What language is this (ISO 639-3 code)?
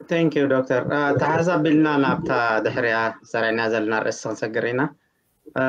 tir